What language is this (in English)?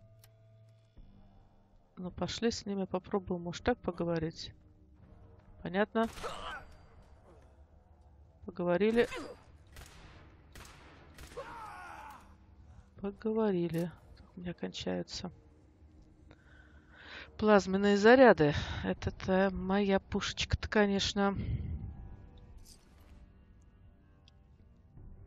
Russian